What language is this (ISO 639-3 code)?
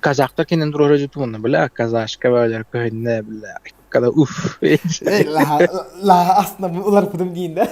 sah